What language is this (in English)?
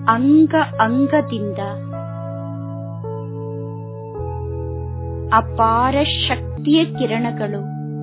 Kannada